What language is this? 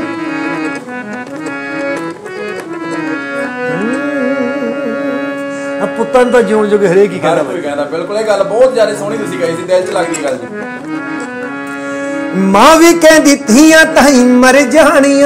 Punjabi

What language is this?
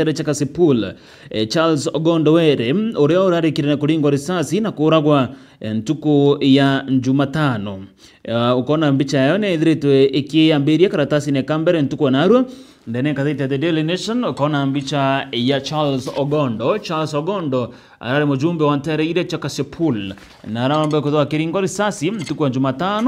Meru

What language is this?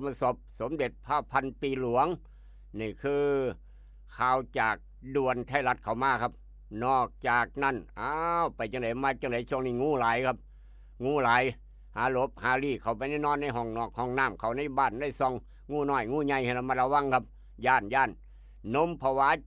Northeastern Thai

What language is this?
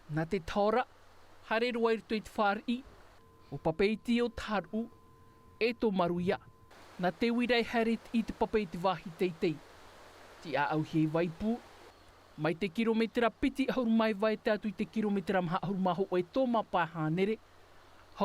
Tahitian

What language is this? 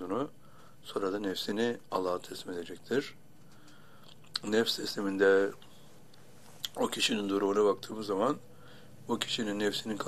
Turkish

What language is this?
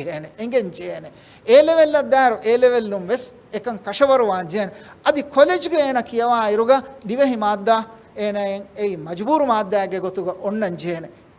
Divehi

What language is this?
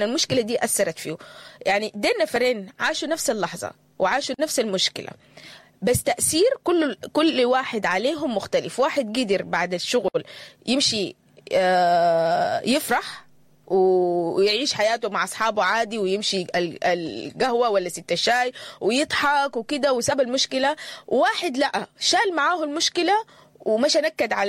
Sudanese Arabic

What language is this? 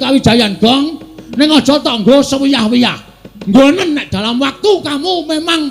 Javanese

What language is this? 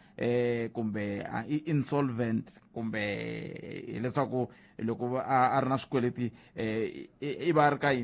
Tsonga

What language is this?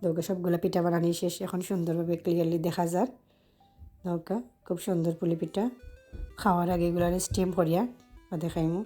Sylheti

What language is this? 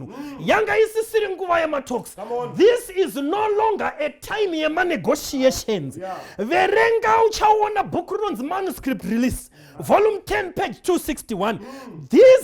Shona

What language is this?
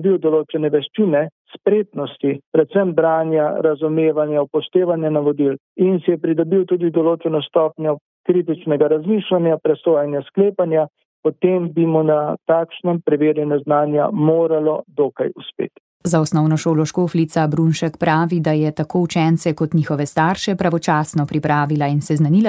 Slovenian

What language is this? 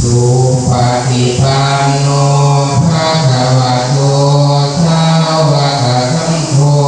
Pali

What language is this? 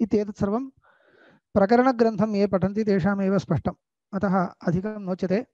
Sanskrit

